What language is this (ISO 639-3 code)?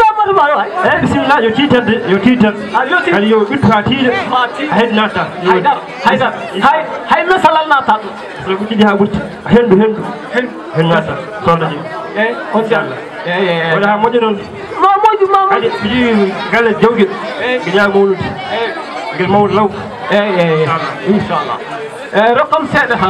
ful